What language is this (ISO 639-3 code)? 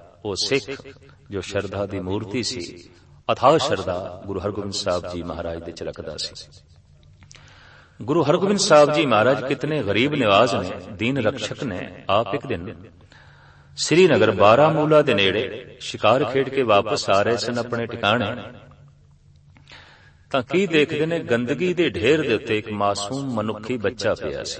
pan